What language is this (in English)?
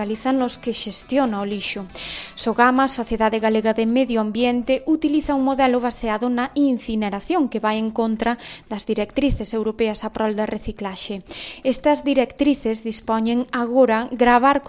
Galician